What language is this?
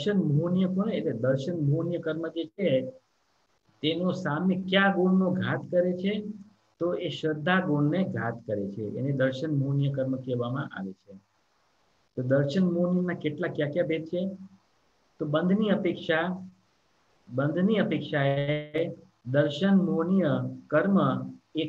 Gujarati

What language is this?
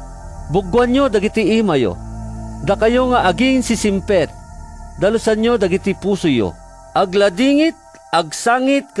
Iloko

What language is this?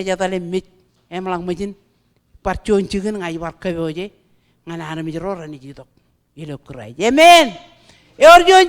Marshallese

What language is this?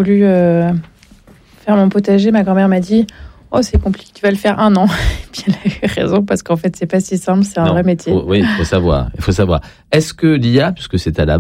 French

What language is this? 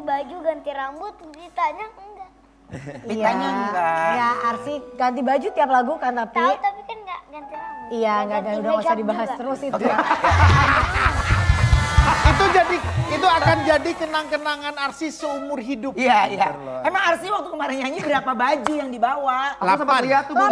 Indonesian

